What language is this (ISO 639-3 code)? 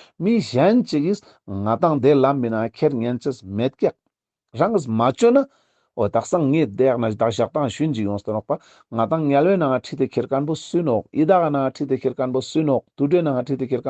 lbj